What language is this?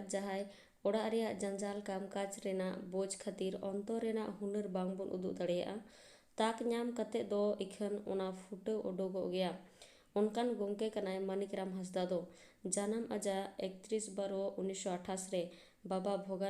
Santali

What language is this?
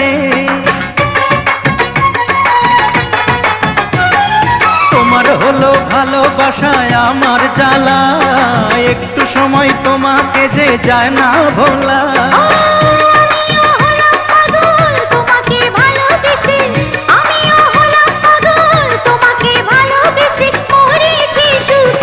Bangla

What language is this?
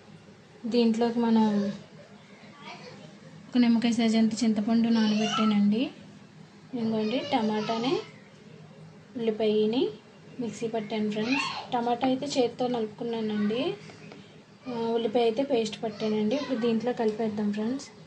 Telugu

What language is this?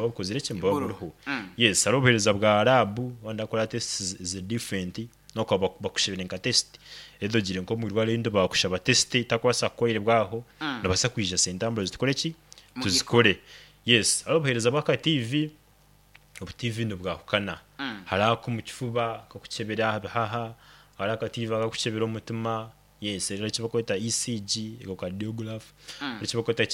Nyankole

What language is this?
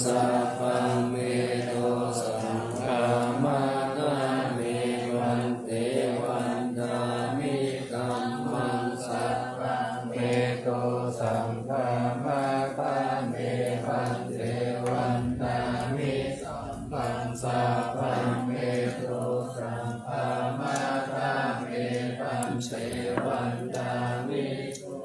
Pali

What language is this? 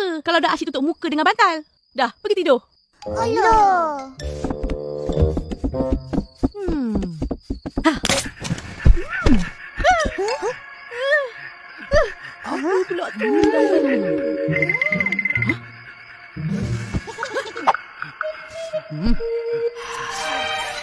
Malay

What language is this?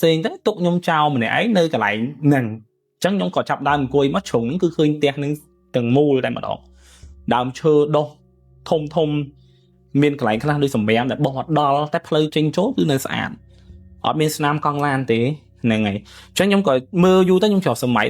Khmer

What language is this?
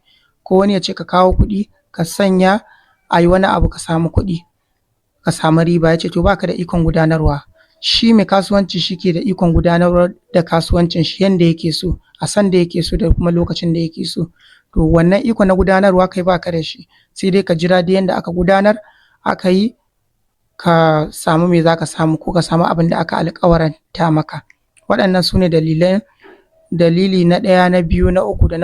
Hausa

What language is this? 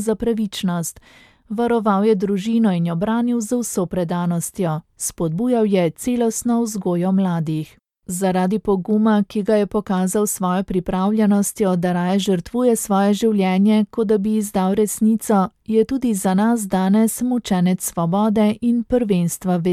Slovenian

